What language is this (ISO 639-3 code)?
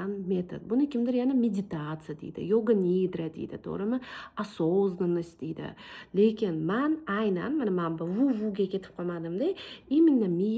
uzb